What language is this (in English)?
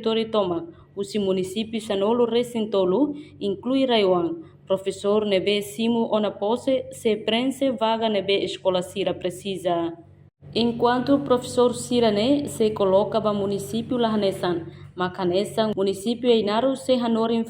Tetum